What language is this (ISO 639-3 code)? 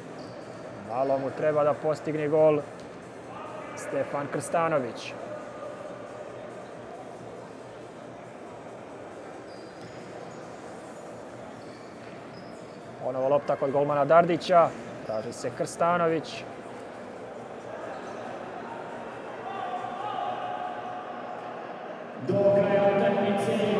srp